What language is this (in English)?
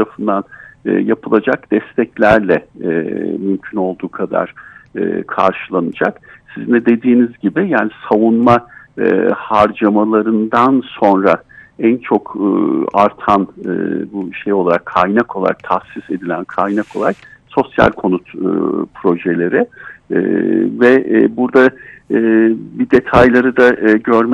Turkish